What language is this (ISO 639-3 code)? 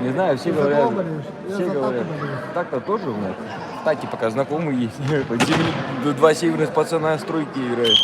sah